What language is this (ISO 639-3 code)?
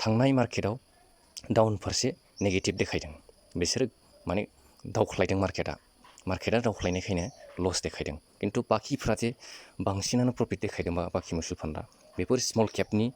brx